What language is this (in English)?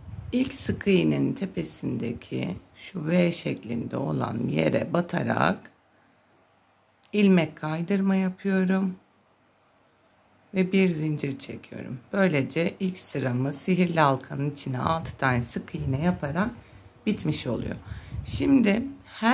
Turkish